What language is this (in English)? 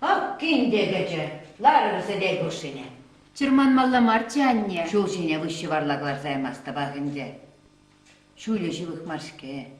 Chuvash